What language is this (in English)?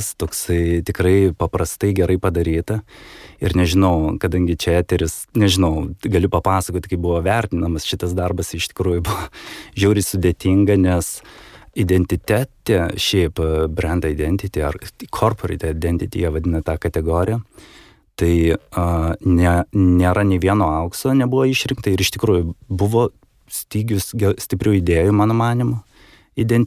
Lithuanian